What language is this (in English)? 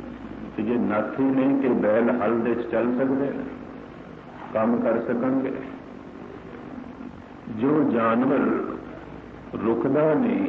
Punjabi